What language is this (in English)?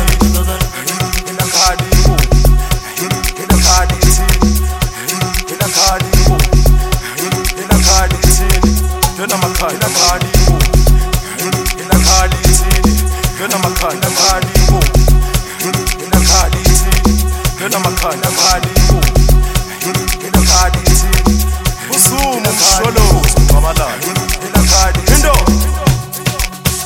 Zulu